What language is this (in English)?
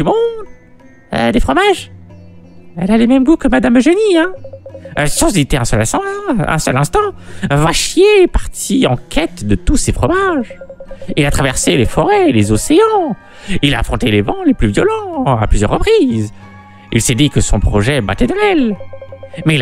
French